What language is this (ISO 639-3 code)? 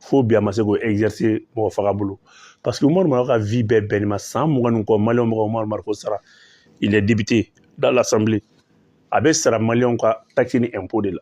bam